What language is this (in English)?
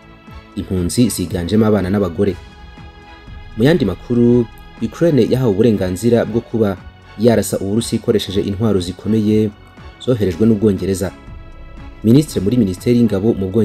Kinyarwanda